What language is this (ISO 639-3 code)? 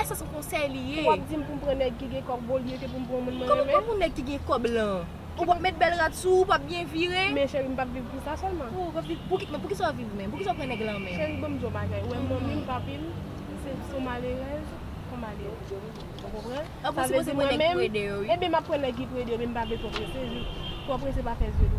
hat